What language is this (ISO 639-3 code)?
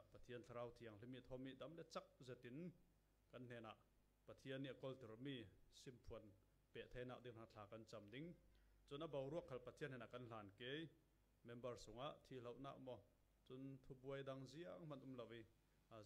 cfm